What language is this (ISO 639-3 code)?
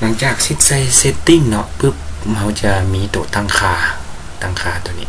lao